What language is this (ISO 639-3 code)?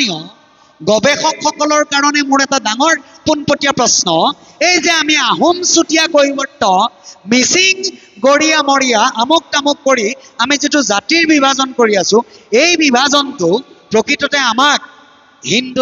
asm